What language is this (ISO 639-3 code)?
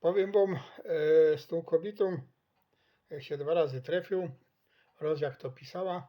szl